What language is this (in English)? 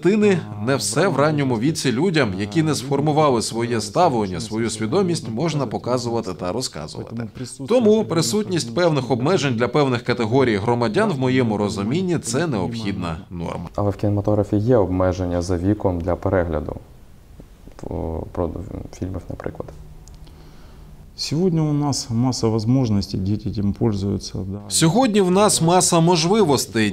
Ukrainian